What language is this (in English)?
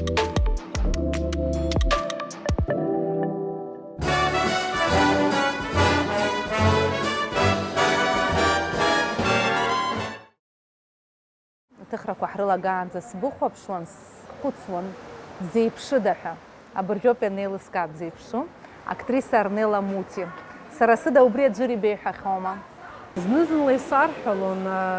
Abkhazian